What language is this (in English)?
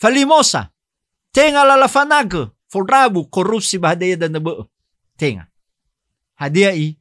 Nias